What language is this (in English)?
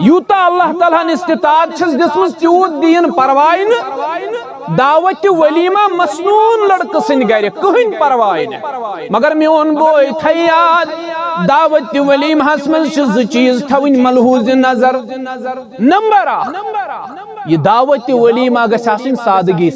Kashmiri